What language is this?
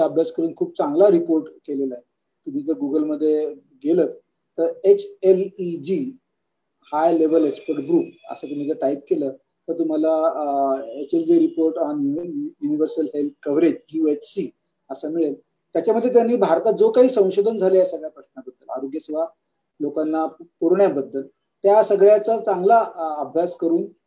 Marathi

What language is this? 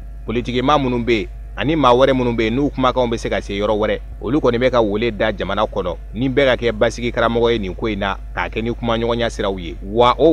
Bambara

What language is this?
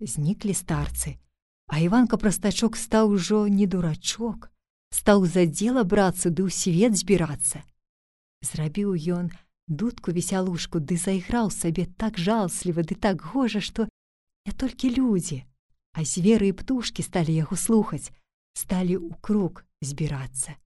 Belarusian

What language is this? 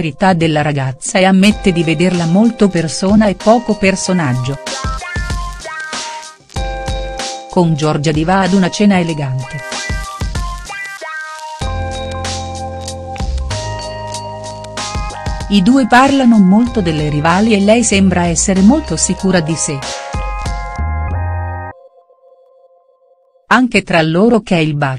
Italian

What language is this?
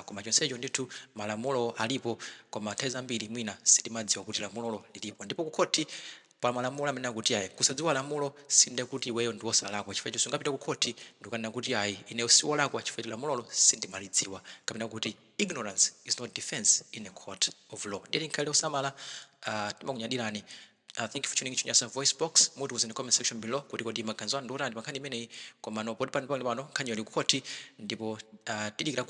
Nyanja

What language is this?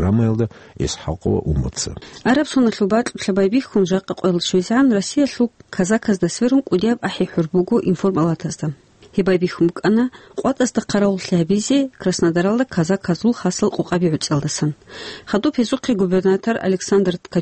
Avaric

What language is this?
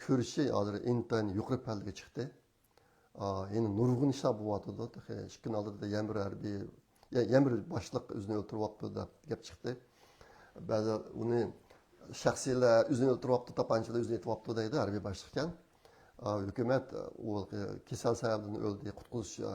Uyghur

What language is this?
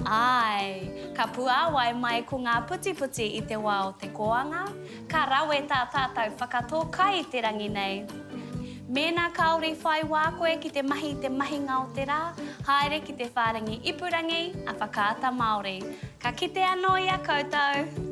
Māori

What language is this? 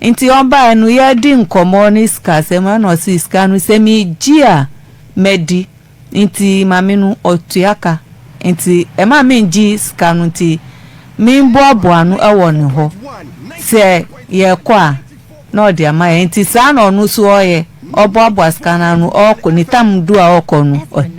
Akan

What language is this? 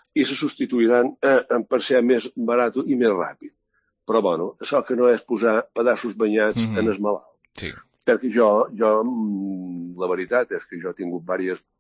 Catalan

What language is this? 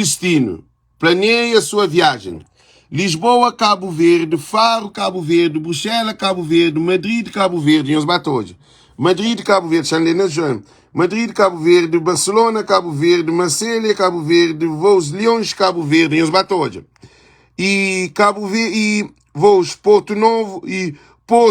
Kabuverdianu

